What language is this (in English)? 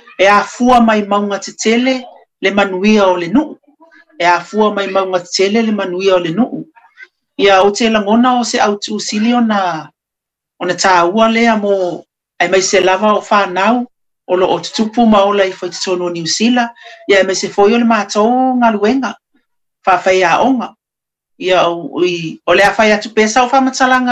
Samoan